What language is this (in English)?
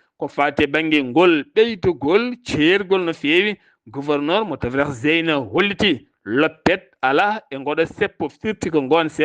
Fula